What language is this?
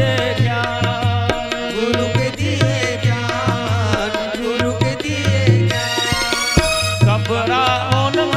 Chhattisgarhi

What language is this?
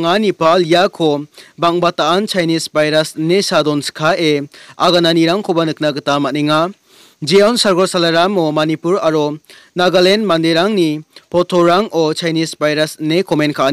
Garo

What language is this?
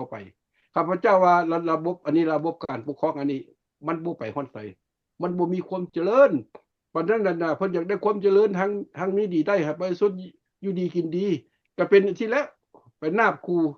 Lao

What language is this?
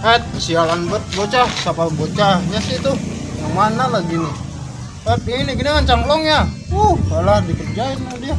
Betawi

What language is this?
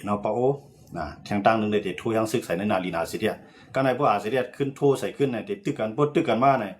Shan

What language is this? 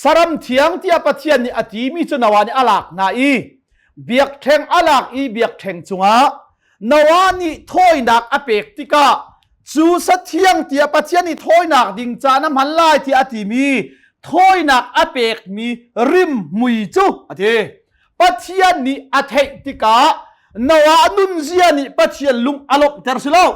Hakha Chin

